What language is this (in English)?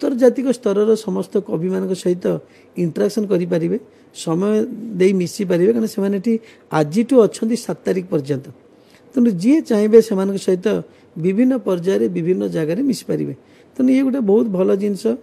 Odia